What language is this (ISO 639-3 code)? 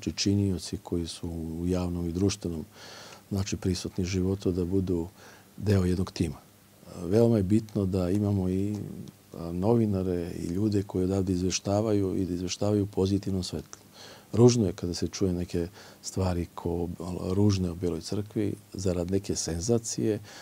srp